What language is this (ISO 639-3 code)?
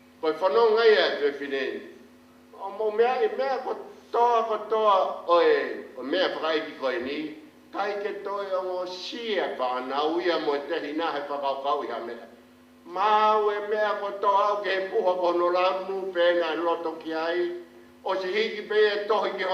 ton